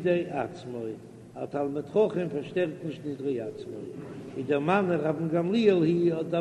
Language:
Yiddish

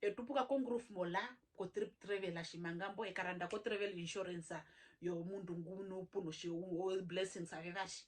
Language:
Herero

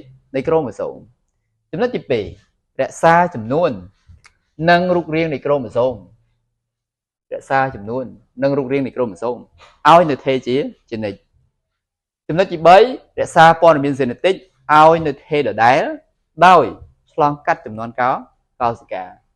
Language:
Khmer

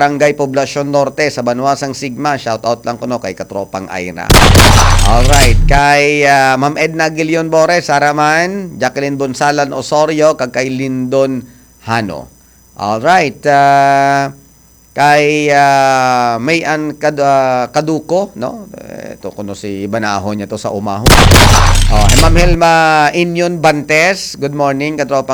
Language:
Hiligaynon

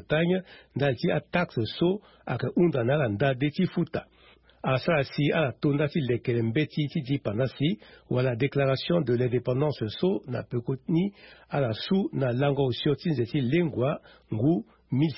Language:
Sango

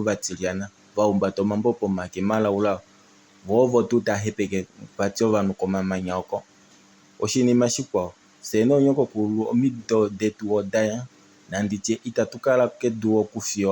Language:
Kuanyama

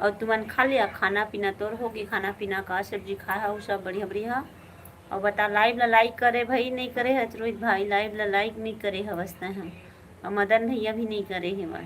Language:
Chhattisgarhi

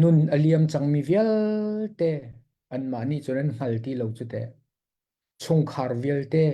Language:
Hakha Chin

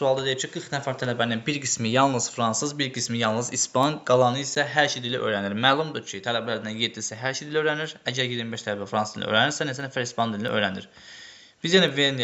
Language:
Azerbaijani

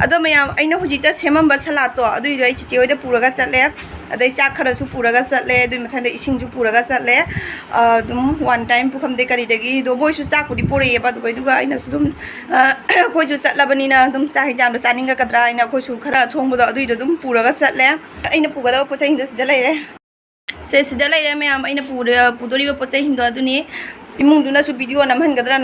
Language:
Manipuri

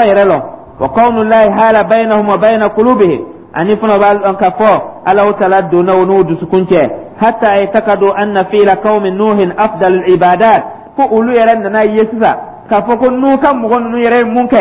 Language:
Dyula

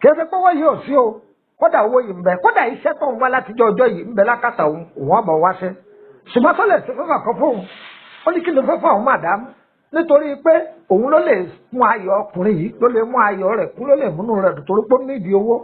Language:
Yoruba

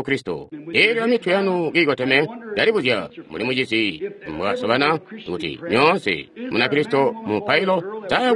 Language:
Tonga (Zambia)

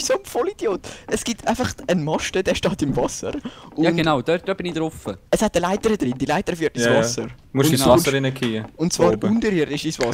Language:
Swiss German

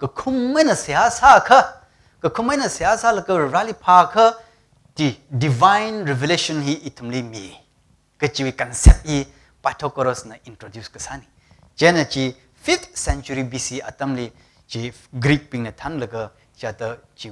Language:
Tangkhul Naga (India)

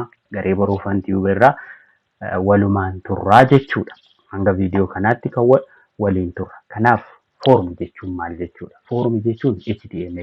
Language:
Oromo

